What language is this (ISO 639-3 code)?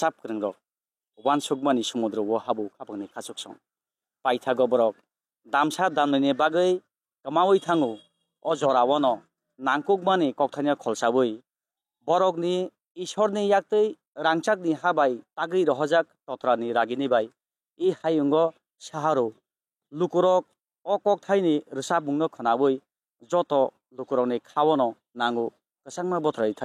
trp